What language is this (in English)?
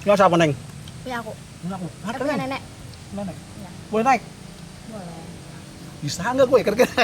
Betawi